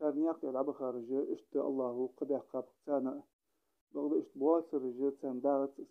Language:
Ingush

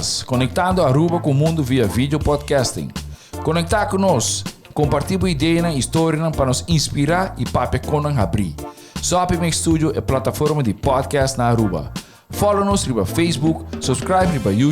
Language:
Papiamento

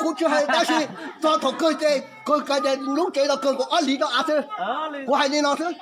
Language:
Hmong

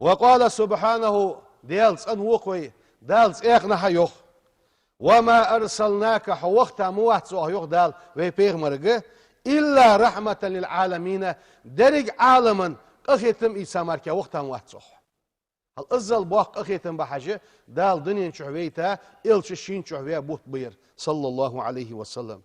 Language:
Ingush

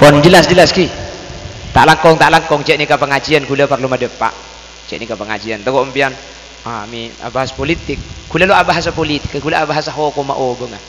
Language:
Madurese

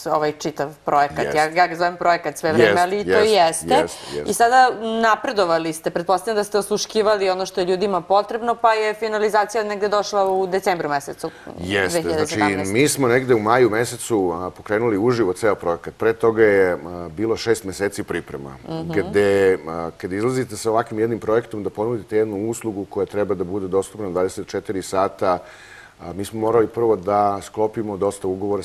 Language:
Serbian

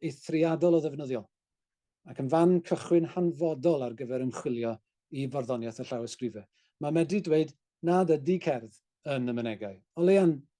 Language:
Welsh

